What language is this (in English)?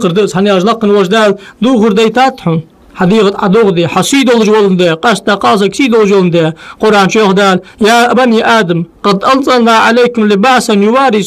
Ingush